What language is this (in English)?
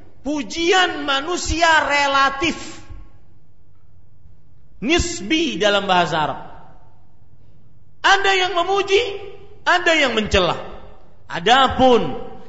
Indonesian